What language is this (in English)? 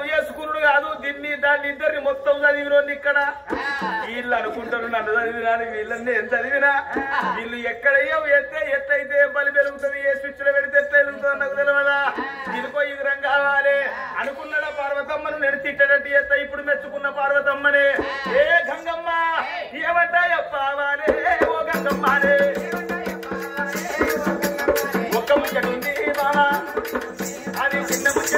Telugu